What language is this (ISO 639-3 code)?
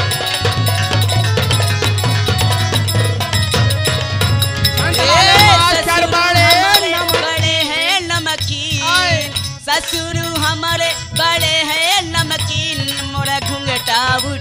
bho